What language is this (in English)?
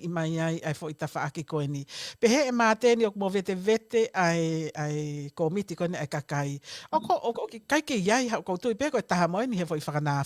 Tongan